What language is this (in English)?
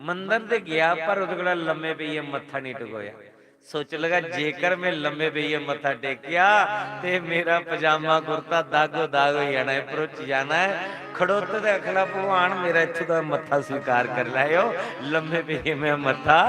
Dogri